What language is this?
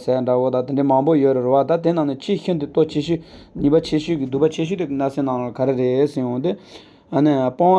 Tibetan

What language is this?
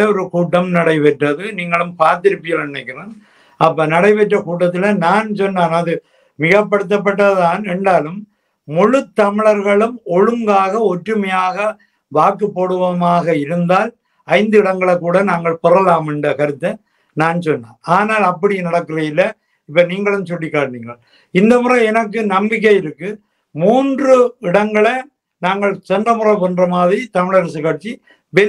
Tamil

